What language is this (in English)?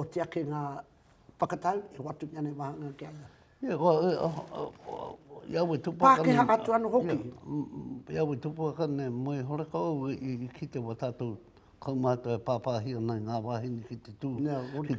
Māori